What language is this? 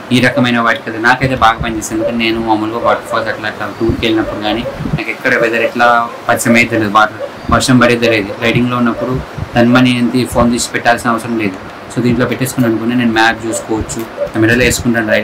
Telugu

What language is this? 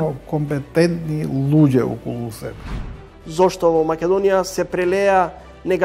Macedonian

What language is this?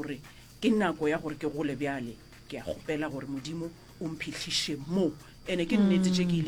Northern Sotho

